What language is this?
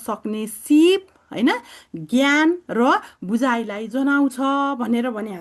Nepali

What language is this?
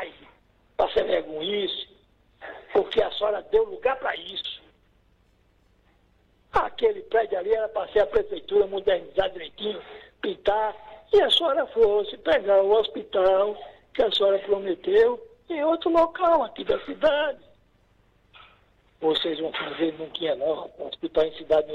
Portuguese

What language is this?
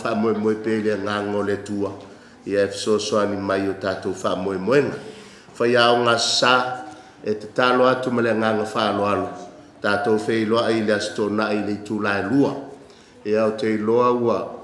Samoan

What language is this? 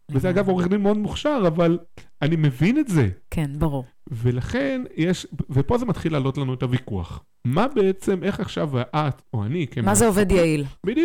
Hebrew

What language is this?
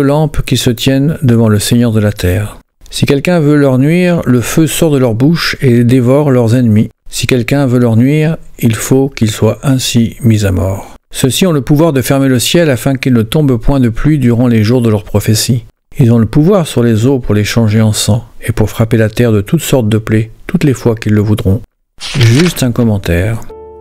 French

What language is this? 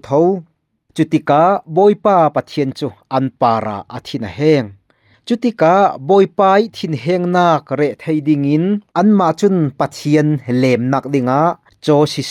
Falam Chin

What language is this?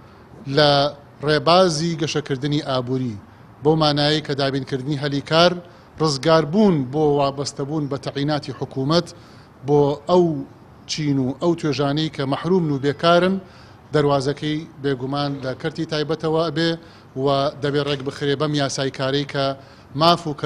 Central Kurdish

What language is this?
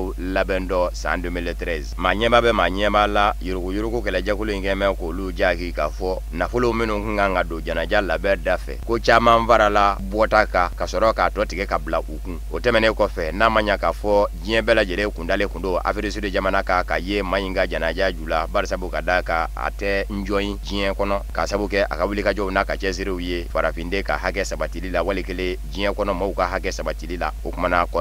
Bambara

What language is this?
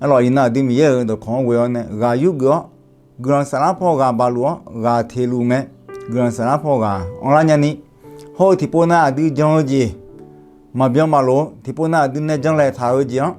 Akha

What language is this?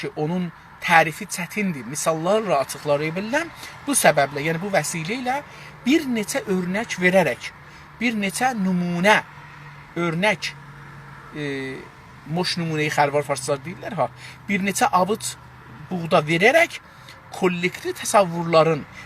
South Azerbaijani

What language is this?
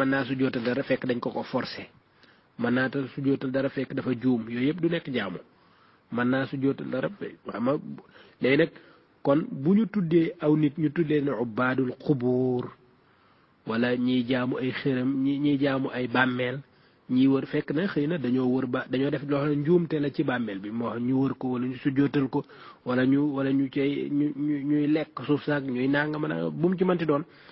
Wolof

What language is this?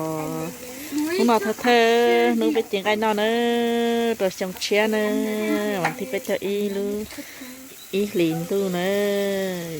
Hmong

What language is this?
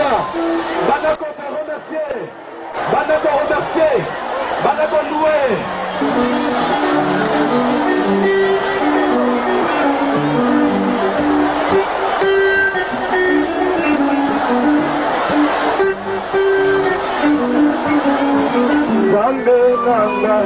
French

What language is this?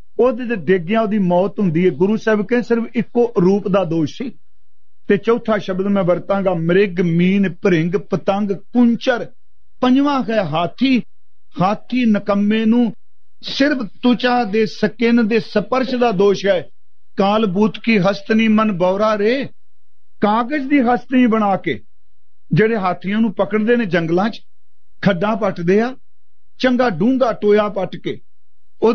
Punjabi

